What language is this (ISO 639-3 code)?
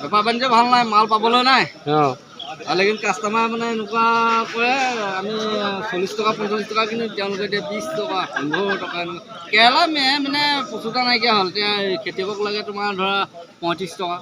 asm